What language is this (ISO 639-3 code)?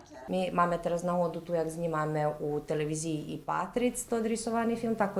rue